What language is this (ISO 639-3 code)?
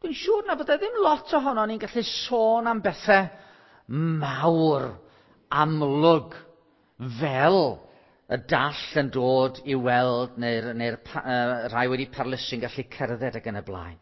cym